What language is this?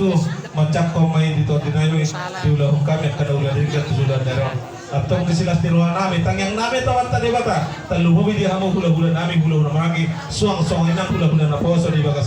Batak Toba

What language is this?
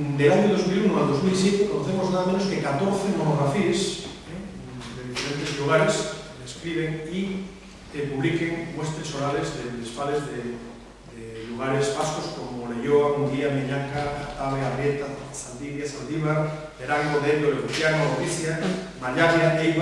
Asturian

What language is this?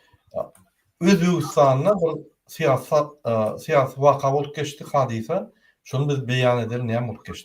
Turkmen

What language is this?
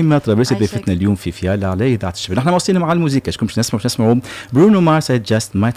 Tunisian Arabic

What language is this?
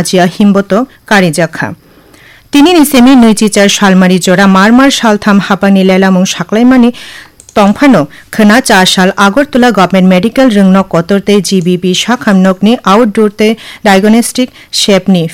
Bangla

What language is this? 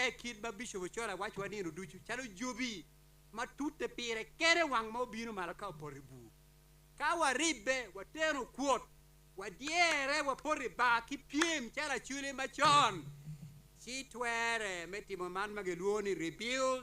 Acoli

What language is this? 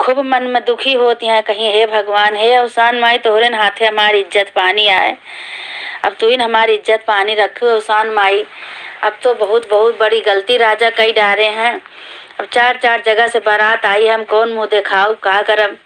Awadhi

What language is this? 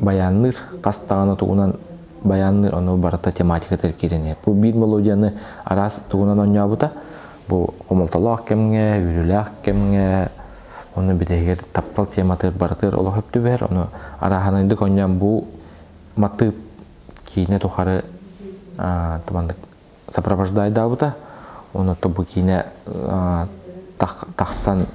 Yakut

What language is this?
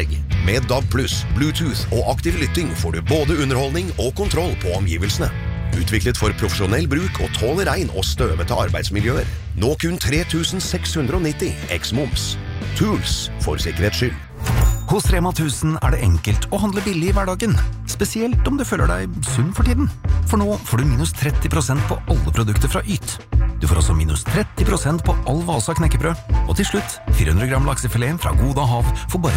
Norwegian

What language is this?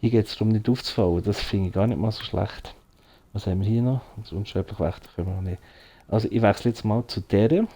Swiss German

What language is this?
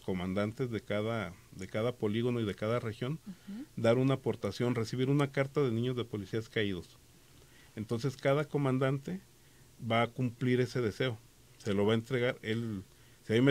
Spanish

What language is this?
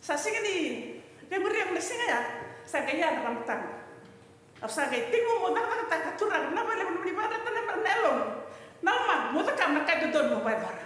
Fijian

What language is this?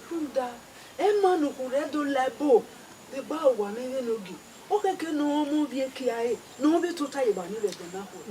Bini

